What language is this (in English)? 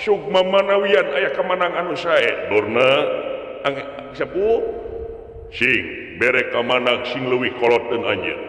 Sundanese